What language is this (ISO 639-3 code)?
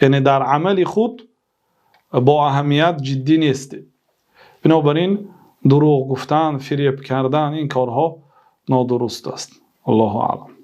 tgk